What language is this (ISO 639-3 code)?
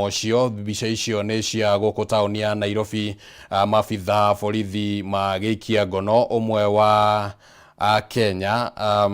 kik